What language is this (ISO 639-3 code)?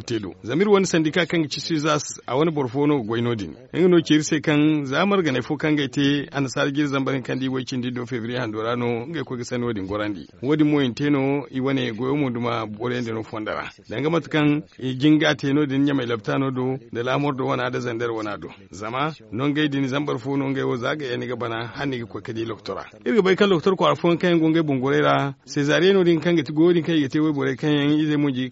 dje